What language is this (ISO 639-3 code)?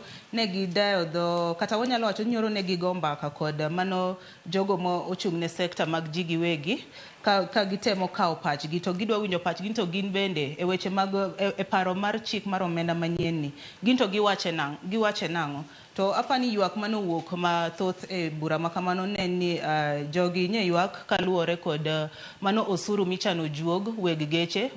luo